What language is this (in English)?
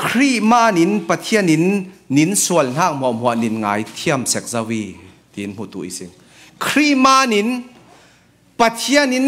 Falam Chin